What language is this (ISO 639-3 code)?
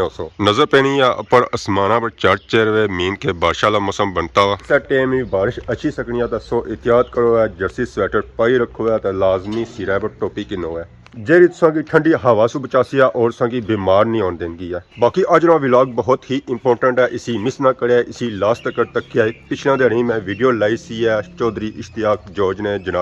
phr